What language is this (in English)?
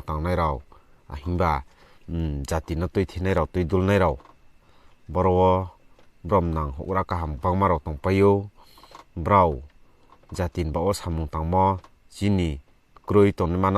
Riang (India)